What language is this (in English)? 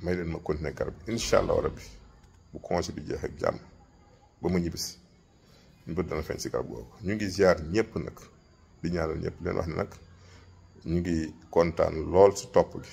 Wolof